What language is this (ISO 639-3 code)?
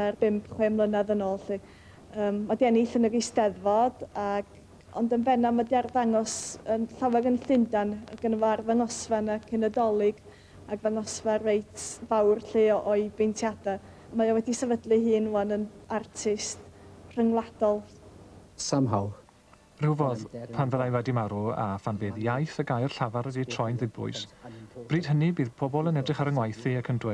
cym